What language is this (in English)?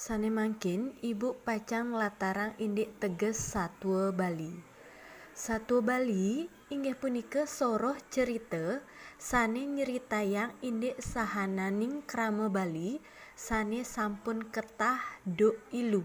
Balinese